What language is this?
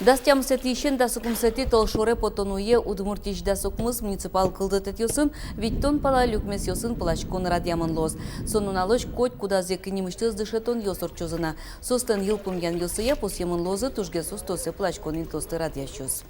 Udmurt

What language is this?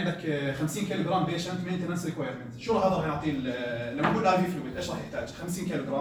North Levantine Arabic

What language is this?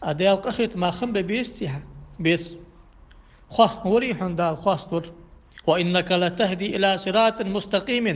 Ingush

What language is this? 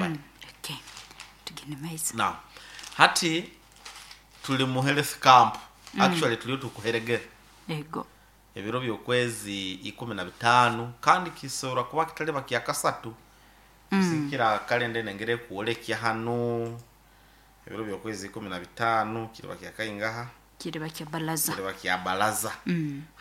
Nyoro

